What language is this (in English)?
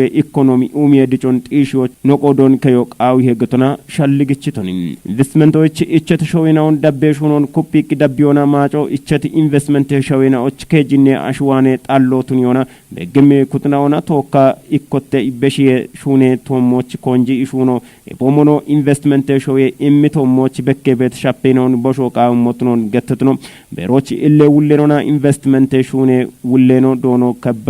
Kafa